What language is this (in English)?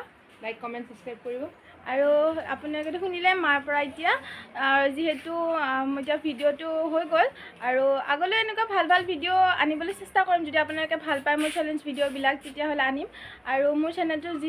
Assamese